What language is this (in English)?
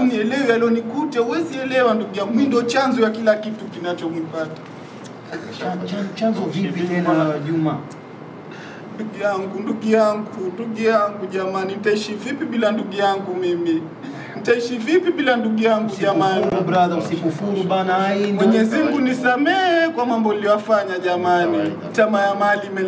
Swahili